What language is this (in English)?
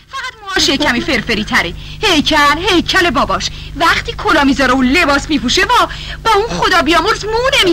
Persian